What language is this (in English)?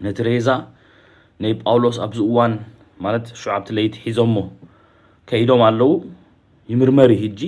Tigrinya